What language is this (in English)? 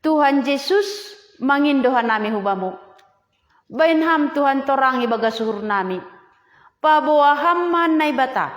Batak Simalungun